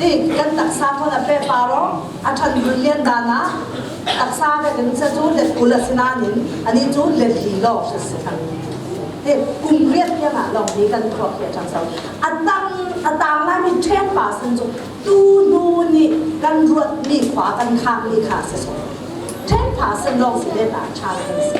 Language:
Falam Chin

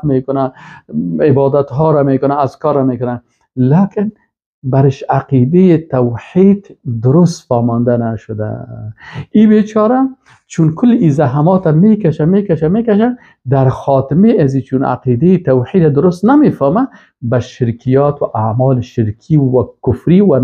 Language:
Persian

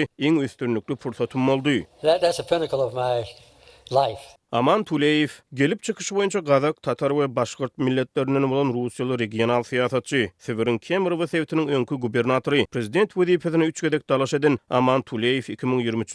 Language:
Turkmen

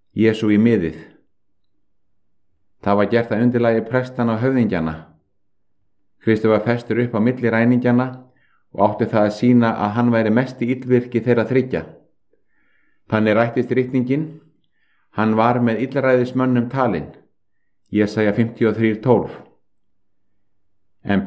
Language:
Icelandic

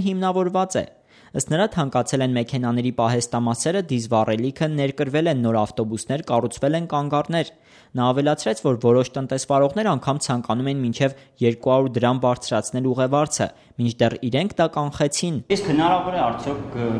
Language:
Armenian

